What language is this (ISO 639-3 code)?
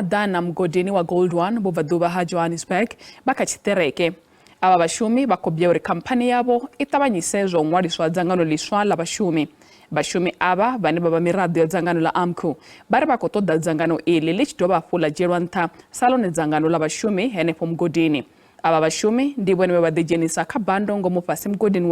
ven